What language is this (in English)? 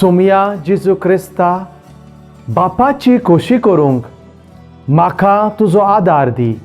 Konkani